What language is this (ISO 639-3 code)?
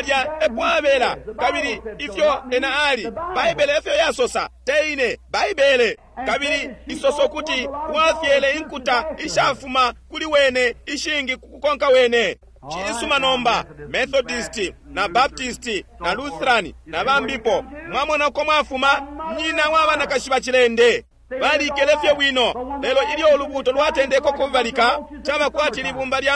bem